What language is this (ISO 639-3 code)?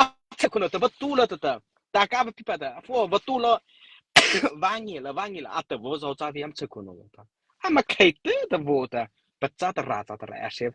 mrh